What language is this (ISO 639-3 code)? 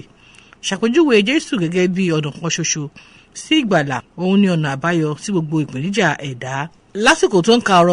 yor